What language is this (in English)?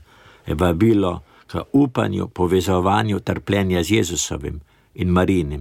Slovenian